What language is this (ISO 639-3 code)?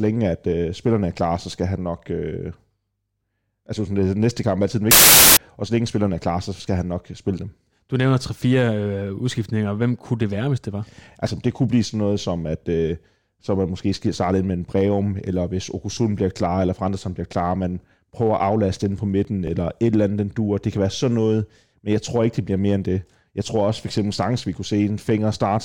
dan